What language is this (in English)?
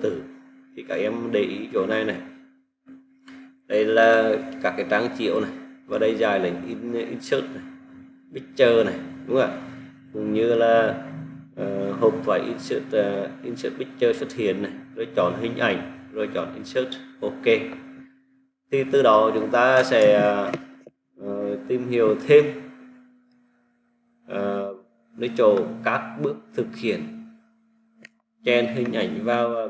Vietnamese